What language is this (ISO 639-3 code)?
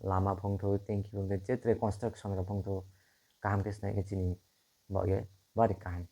trp